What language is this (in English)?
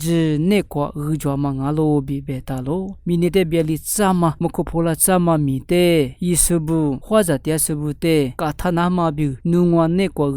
Lisu